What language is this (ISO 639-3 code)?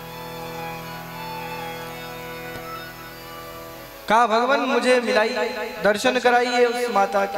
hin